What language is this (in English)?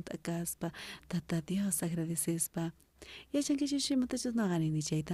South Bolivian Quechua